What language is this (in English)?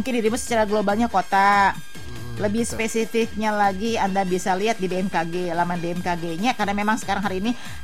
Indonesian